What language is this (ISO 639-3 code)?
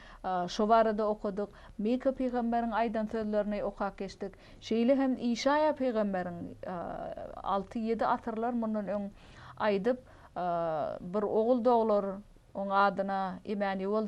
tuk